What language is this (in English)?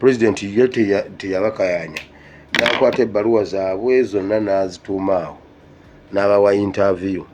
Ganda